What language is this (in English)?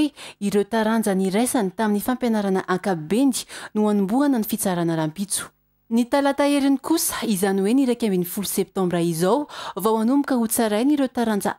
Malagasy